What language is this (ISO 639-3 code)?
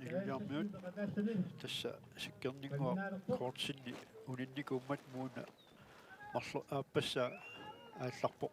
kal